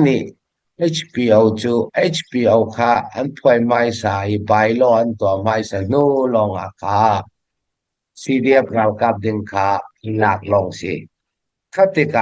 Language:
Falam Chin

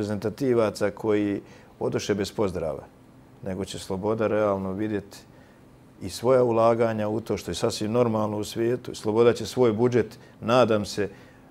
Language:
Bosnian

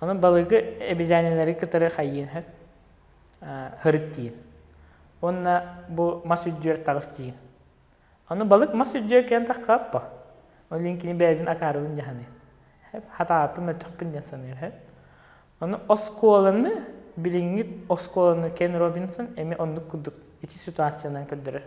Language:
Yakut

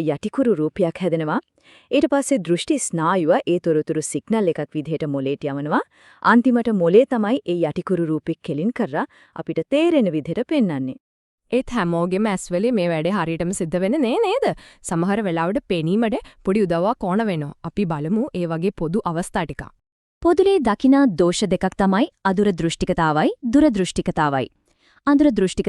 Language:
Sinhala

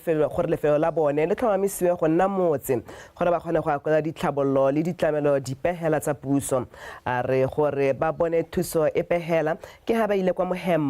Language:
Tswana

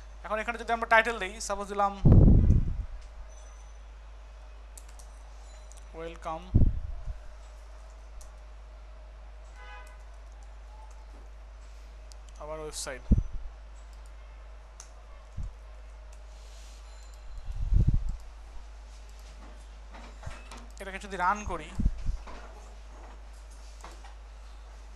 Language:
Bangla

